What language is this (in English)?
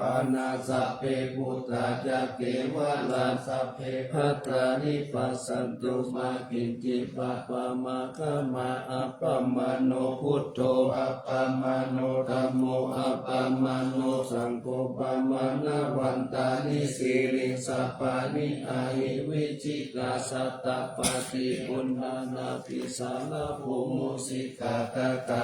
Pali